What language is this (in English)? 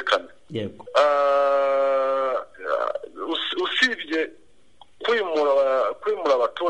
Kinyarwanda